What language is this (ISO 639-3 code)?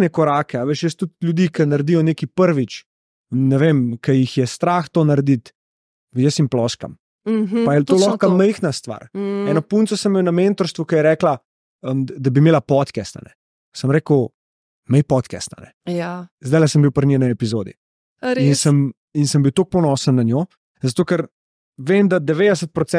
slv